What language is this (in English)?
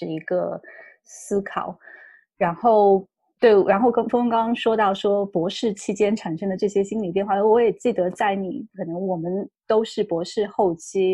Chinese